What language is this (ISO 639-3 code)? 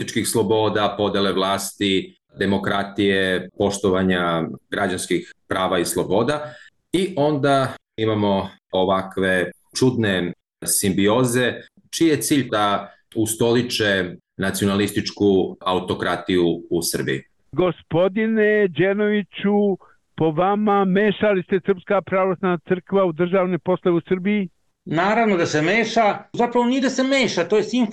srp